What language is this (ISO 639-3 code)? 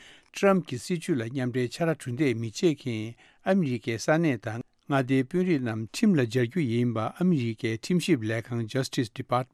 bod